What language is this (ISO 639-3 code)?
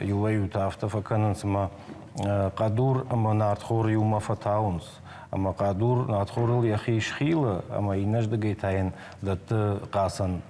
oss